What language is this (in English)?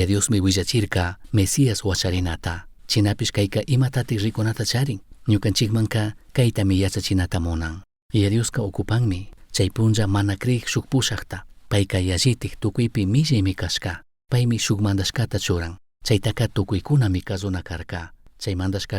Chimborazo Highland Quichua